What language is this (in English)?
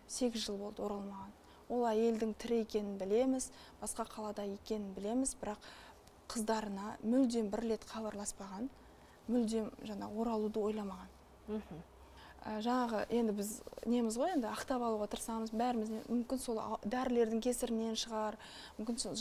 Kazakh